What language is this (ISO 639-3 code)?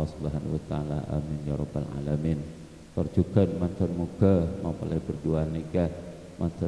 mad